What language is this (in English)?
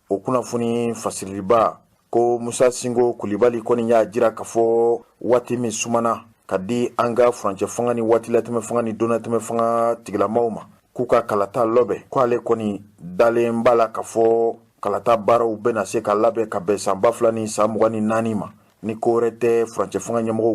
Bambara